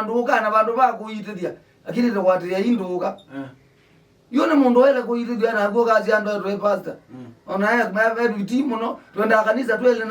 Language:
Kamba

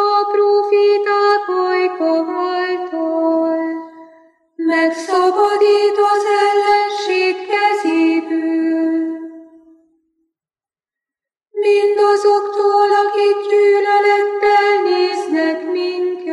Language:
Hungarian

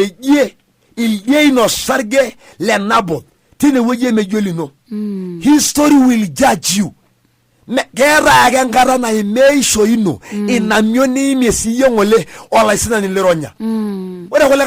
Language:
Masai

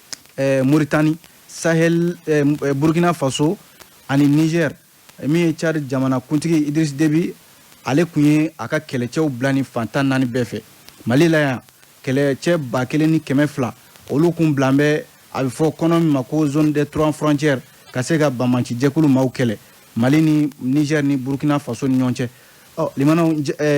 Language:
Bambara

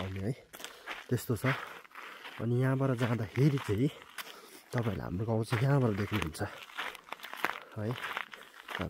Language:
Nepali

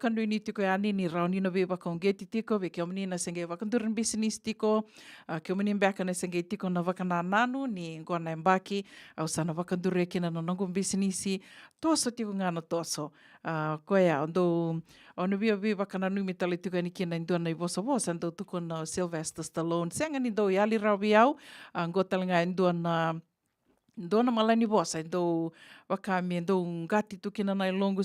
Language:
Fijian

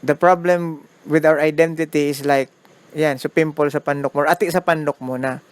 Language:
Bikol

